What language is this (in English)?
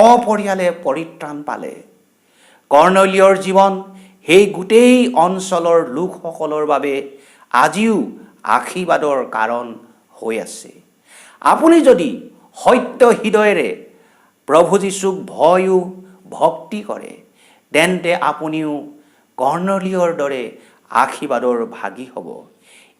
Assamese